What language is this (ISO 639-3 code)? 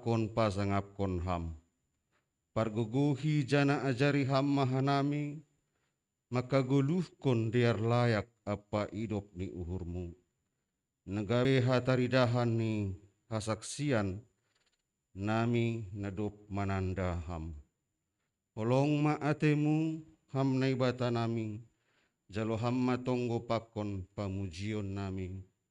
bts